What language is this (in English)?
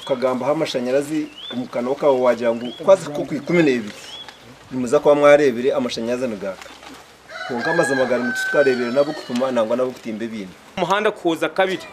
Nyankole